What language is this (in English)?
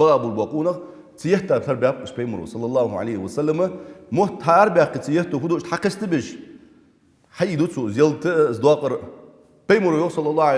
Ingush